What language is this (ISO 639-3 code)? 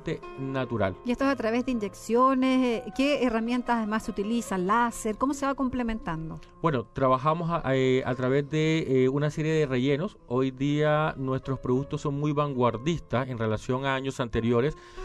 spa